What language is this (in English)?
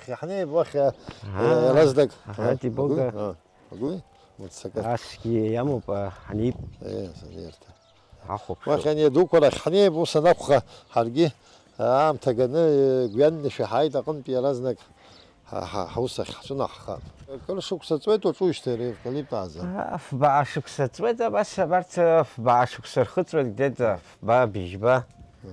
Abkhazian